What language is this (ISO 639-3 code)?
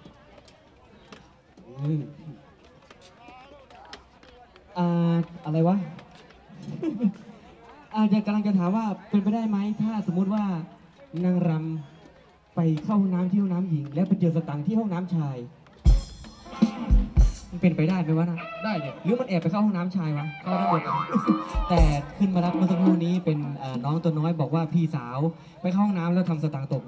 tha